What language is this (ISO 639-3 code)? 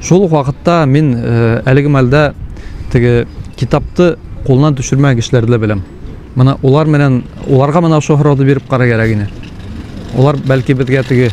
bak